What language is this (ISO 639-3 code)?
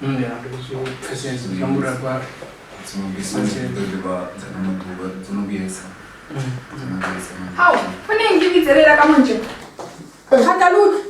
ven